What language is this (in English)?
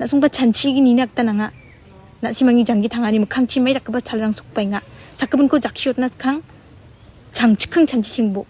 Garo